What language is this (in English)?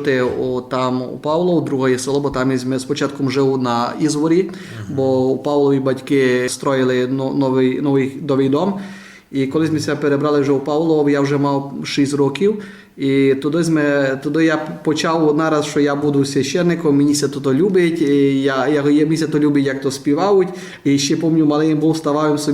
Rusyn